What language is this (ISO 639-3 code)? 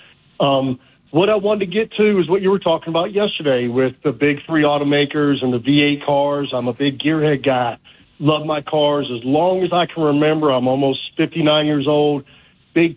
eng